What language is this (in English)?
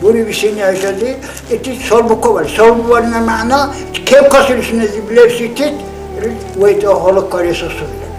Dargwa